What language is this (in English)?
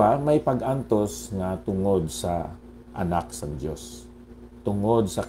Hiligaynon